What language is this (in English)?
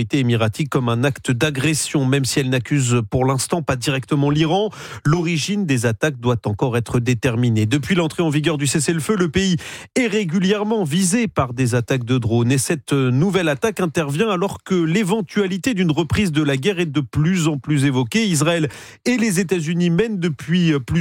French